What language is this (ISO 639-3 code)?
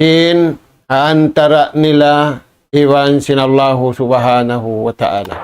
tsg